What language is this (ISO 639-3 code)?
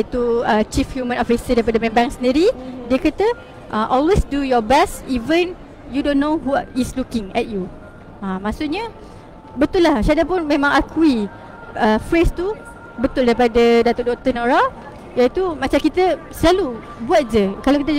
msa